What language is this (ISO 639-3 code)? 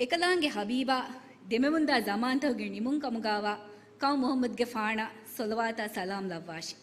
div